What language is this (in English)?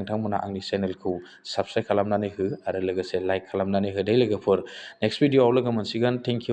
Bodo